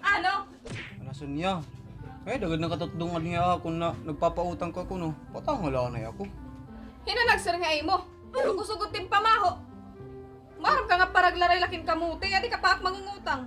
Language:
Waray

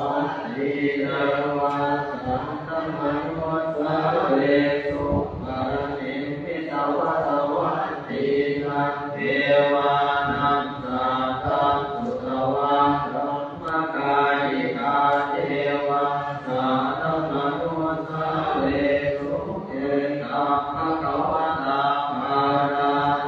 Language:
Pali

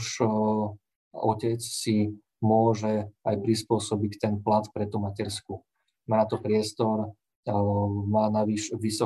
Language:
Slovak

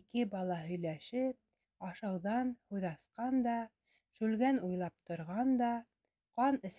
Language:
Bashkir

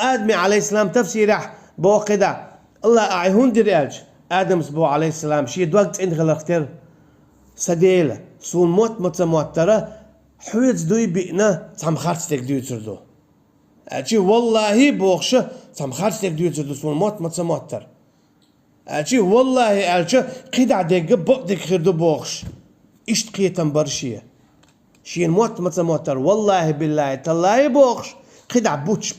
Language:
Chechen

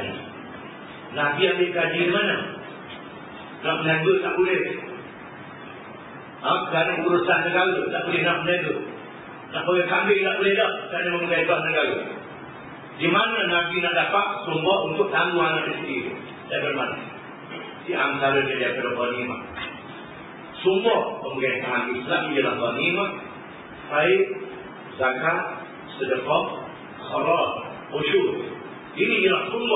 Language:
Malay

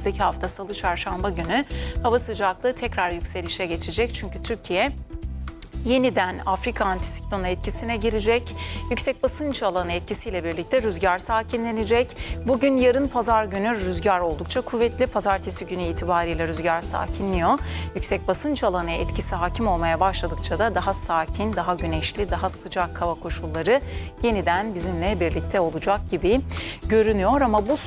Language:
Turkish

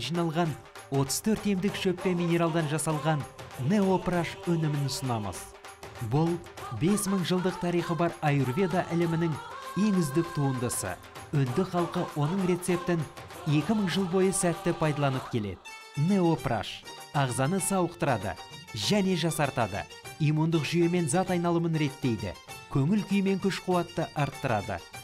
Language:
Kazakh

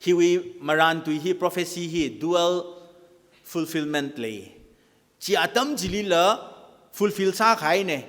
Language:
Tangkhul Naga (India)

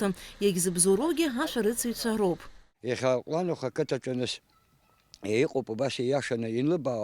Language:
Abkhazian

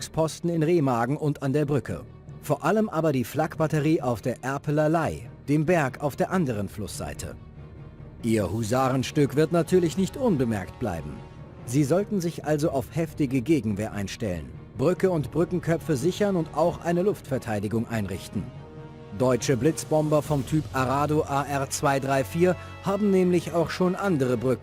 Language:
Bavarian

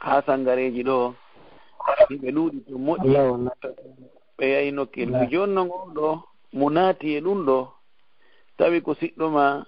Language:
Fula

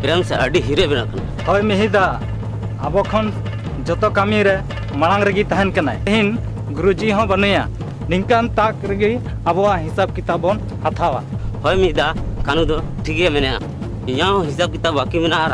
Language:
Santali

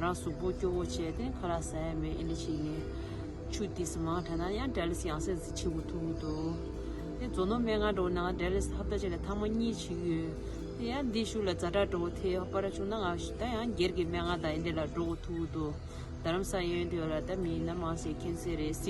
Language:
Tibetan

